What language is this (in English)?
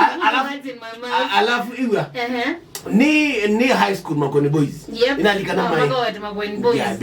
Kamba